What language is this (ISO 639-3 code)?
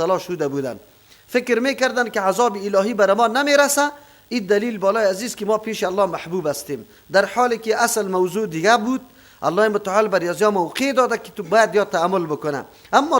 fas